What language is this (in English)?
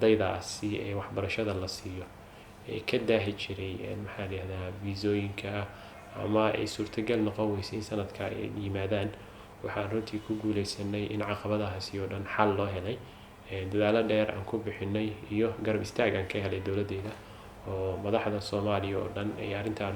Somali